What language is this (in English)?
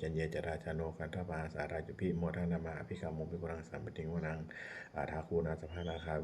Pali